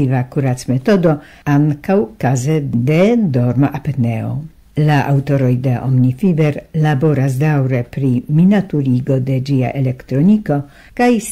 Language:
Esperanto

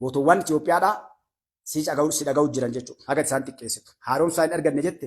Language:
Oromo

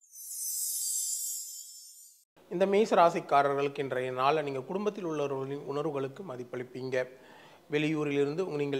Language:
Tamil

